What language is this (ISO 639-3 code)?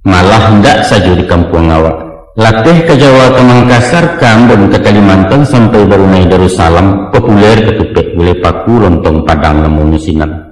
min